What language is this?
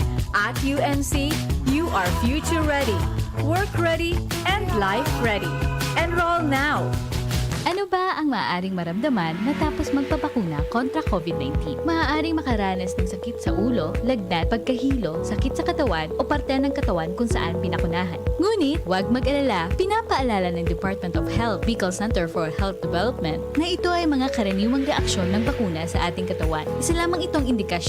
Bikol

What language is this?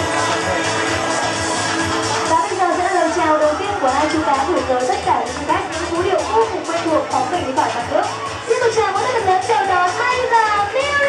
Vietnamese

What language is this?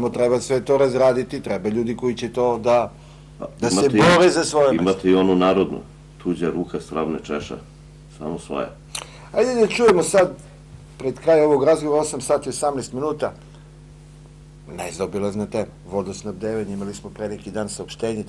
Serbian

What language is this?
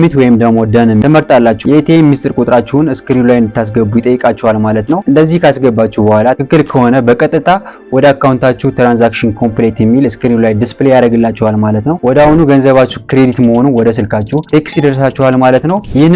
Amharic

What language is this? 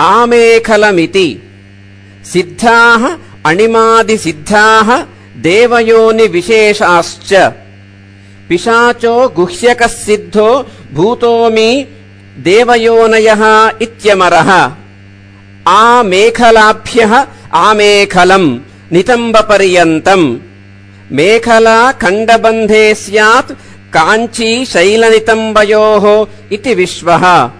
Sanskrit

